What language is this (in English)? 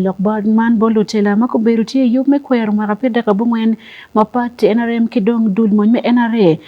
Acoli